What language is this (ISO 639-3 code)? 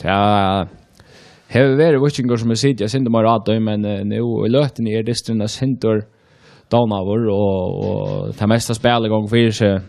fao